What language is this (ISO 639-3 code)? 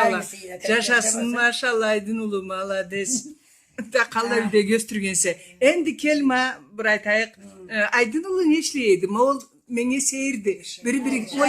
krc